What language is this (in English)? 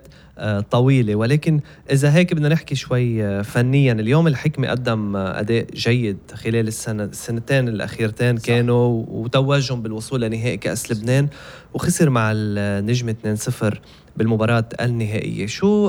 North Levantine Arabic